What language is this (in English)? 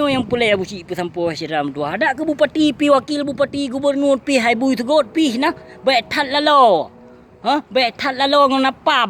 Achinese